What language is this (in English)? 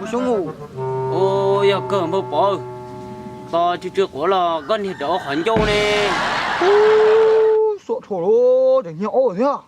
Hmong